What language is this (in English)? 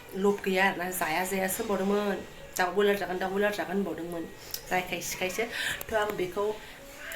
Bodo